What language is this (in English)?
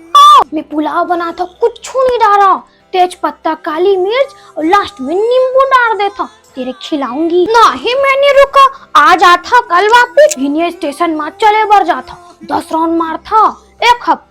Chhattisgarhi